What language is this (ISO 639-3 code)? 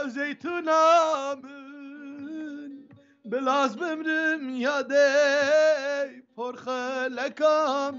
kur